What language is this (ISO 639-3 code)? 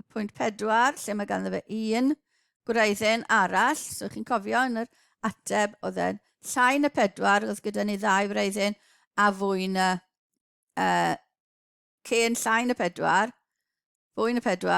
cym